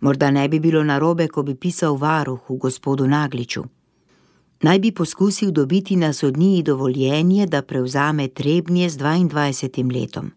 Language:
Slovenian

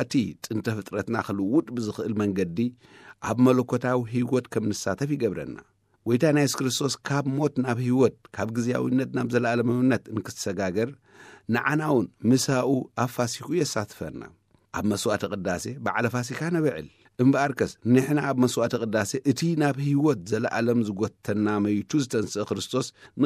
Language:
Tigrinya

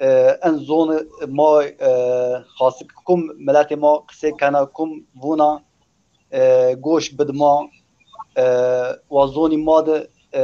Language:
Zaza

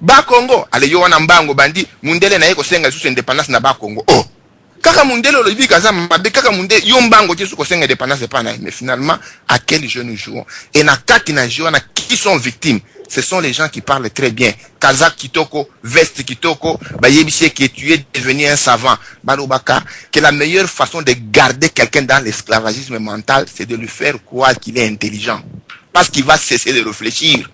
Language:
Lingala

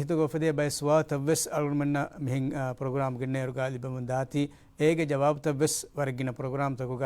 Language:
Divehi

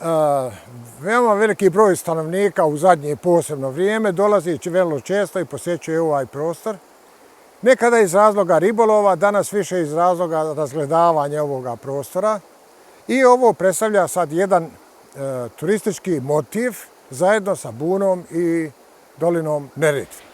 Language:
Bosnian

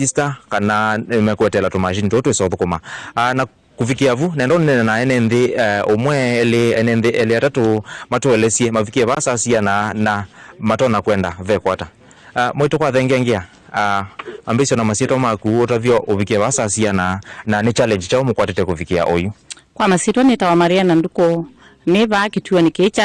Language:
Kamba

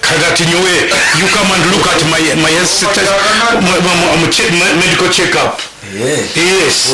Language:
Nyoro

